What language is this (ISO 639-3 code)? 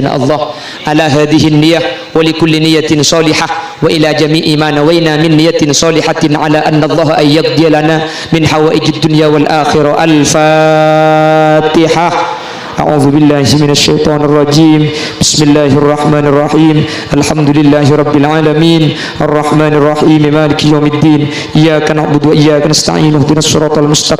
mad